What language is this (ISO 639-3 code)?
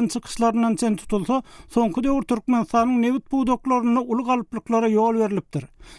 tuk